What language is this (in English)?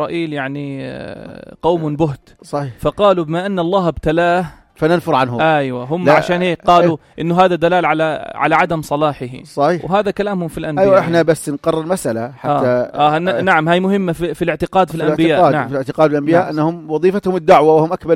North Levantine Arabic